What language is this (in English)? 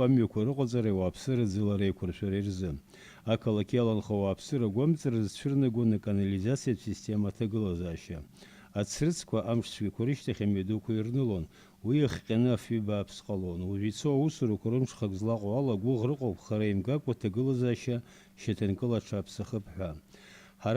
Abkhazian